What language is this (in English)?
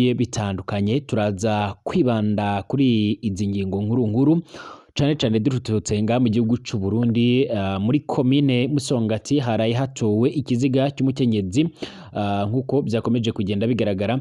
Rundi